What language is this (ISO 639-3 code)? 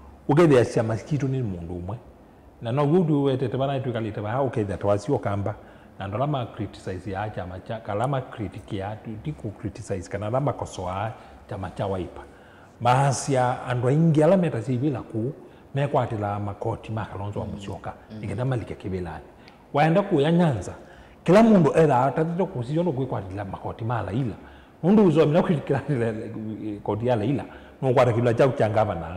kam